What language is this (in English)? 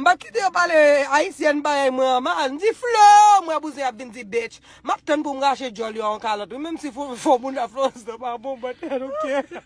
Haitian Creole